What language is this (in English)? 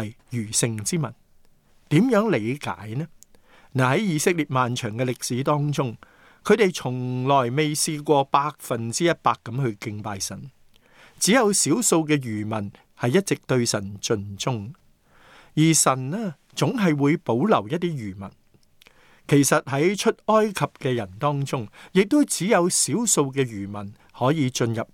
Cantonese